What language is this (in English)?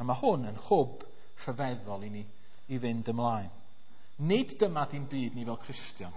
Welsh